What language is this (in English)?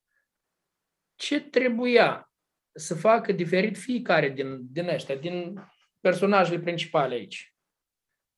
Romanian